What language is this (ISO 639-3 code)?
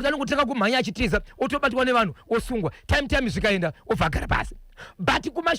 sna